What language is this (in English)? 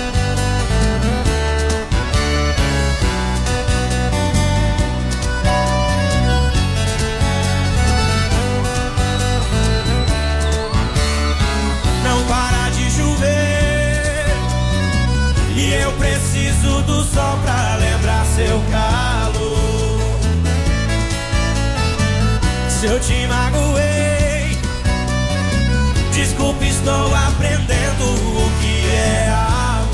Portuguese